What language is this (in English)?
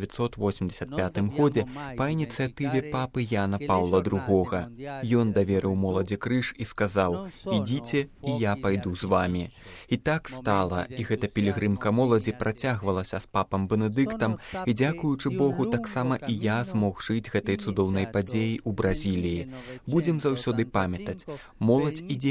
Belarusian